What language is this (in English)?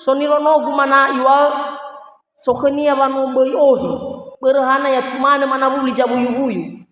Nias